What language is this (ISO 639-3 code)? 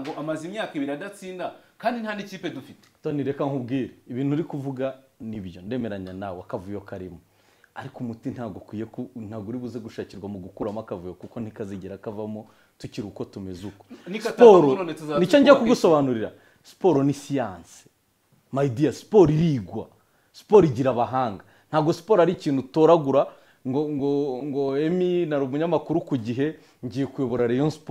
kin